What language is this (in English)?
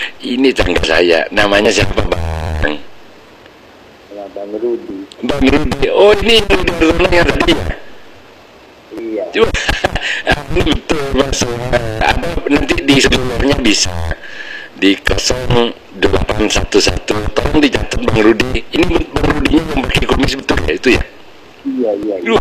Indonesian